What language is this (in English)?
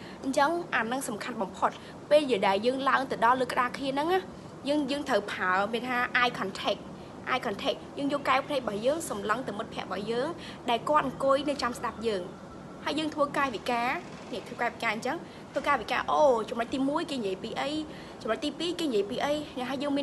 Khmer